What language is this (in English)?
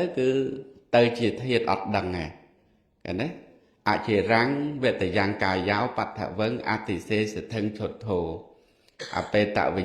Khmer